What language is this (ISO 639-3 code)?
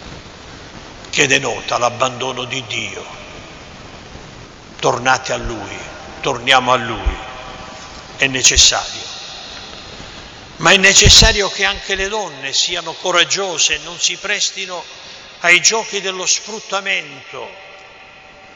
ita